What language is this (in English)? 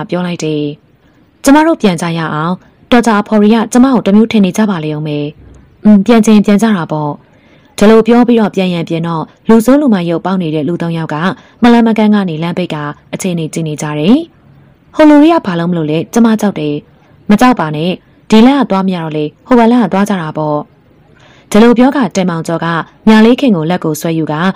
Burmese